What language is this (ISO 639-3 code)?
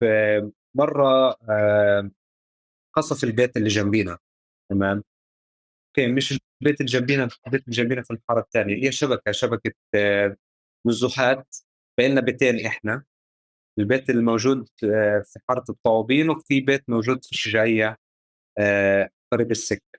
apc